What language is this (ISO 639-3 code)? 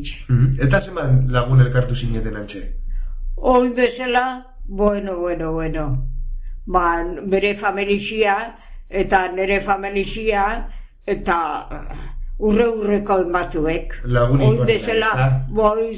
eus